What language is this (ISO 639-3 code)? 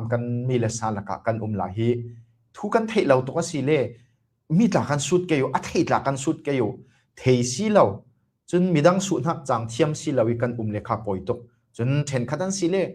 cfm